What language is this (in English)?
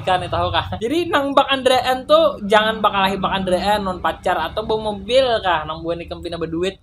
Banjar